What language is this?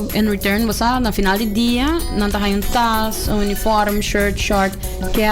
Papiamento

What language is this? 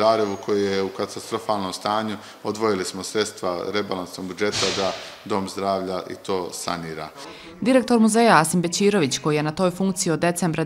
Bosnian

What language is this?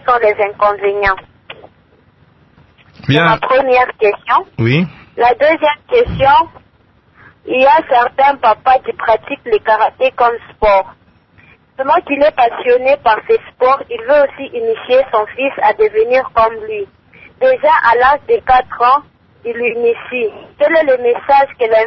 French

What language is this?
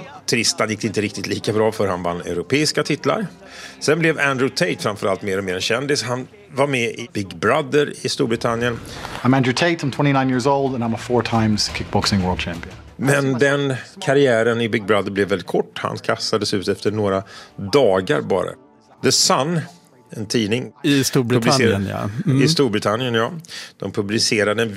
Swedish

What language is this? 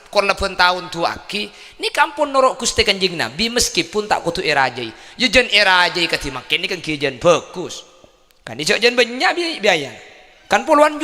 Madurese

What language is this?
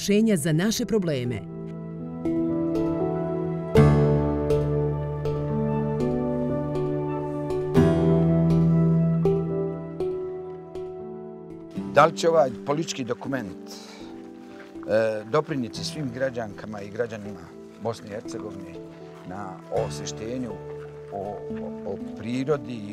Bosnian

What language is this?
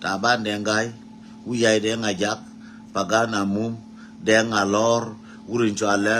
Nuer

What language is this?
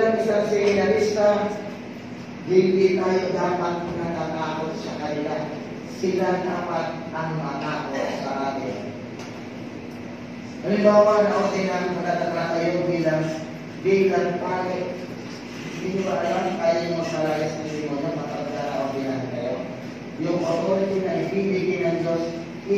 Filipino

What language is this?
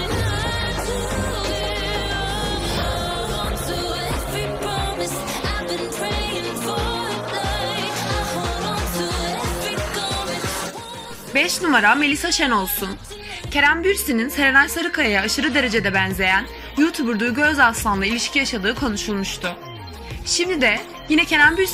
Turkish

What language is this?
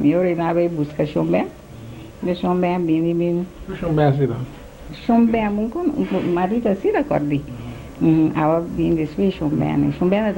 Papiamento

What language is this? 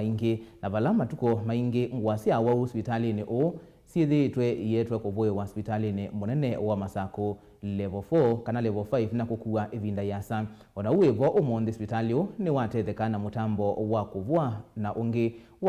Kamba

